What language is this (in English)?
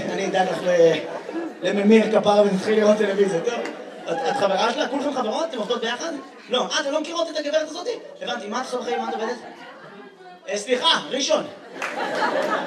Hebrew